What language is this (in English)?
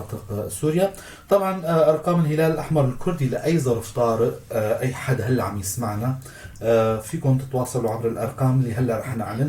North Levantine Arabic